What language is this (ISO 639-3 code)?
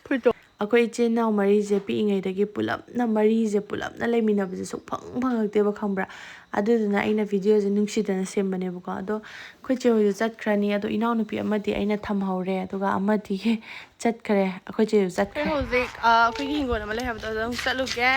mni